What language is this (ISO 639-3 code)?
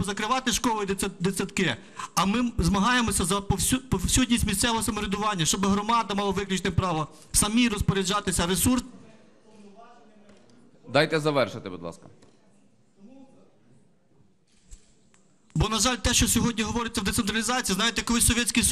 ukr